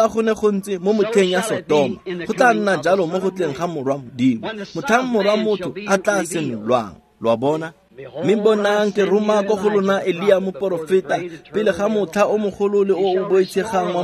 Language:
Tswana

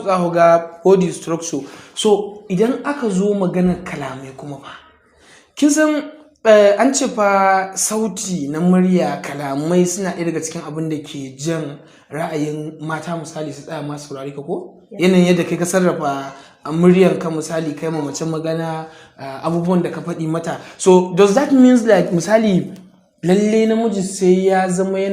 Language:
Hausa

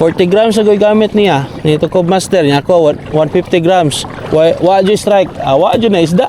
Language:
Cebuano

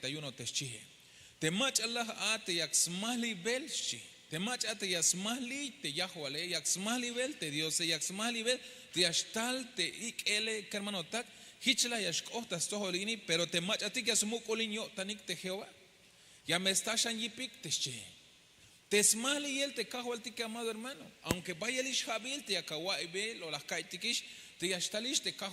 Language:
Tzeltal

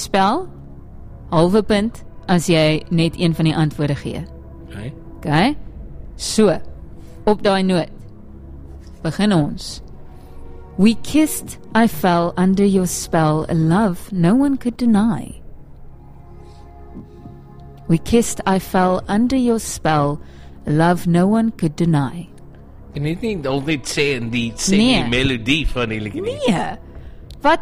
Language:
Afrikaans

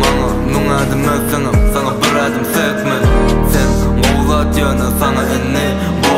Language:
Turkish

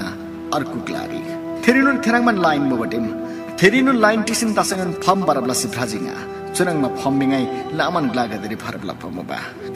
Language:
Eastern Tamang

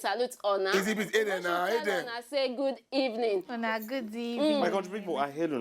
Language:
Nigerian Pidgin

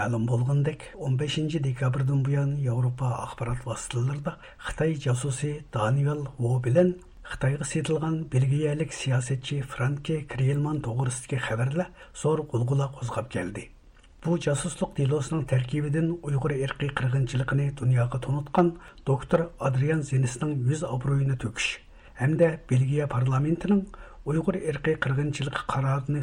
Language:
Uyghur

